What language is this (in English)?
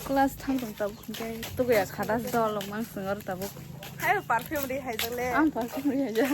Kok Borok